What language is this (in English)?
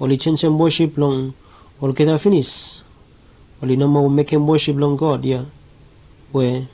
Bislama